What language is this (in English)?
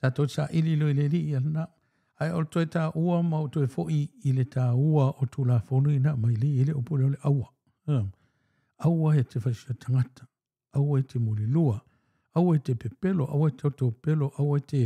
Samoan